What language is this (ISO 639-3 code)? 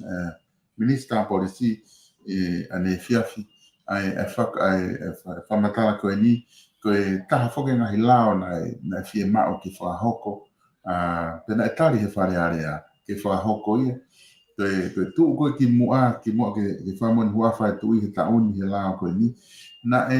ton